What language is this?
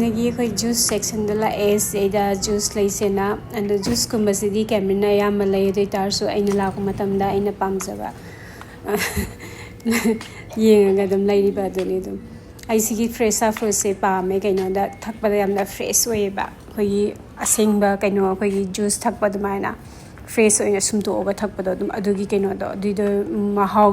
Manipuri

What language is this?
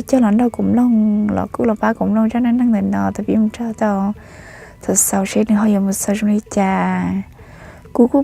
Hmong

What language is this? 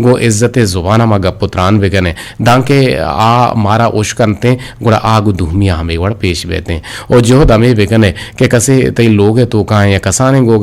Eastern Balochi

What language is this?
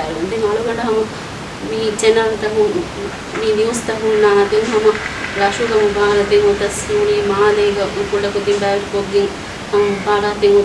Divehi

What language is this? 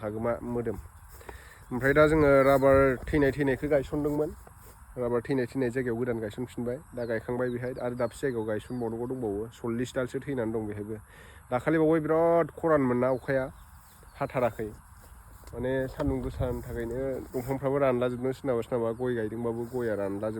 Bodo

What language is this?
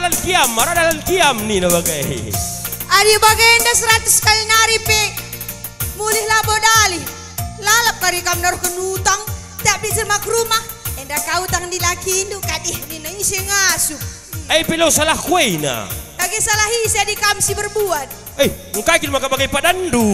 Batak Karo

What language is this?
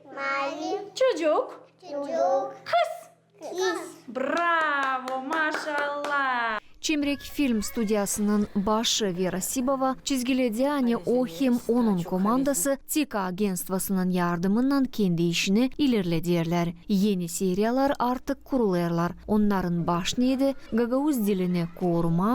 Gagauz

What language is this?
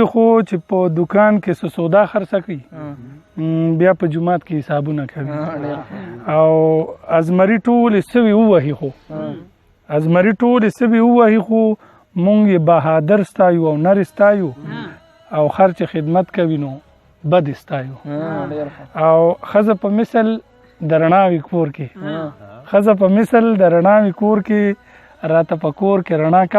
Pashto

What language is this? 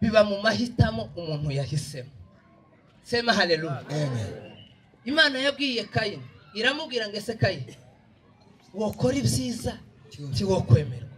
Kinyarwanda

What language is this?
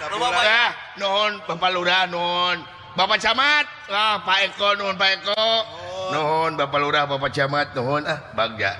Sundanese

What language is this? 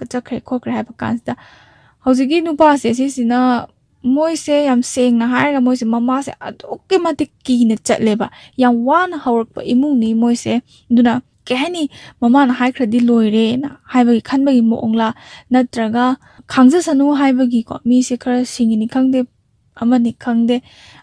Manipuri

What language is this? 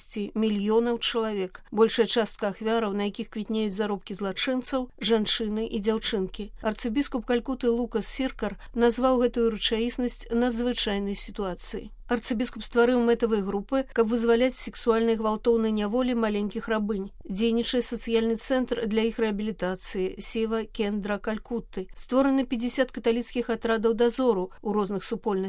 Belarusian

